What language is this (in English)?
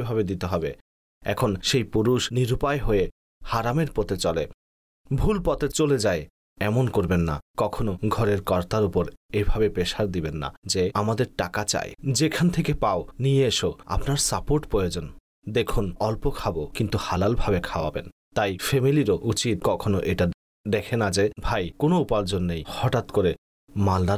Bangla